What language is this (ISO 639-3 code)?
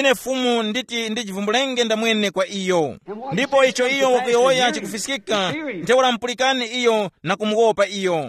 tum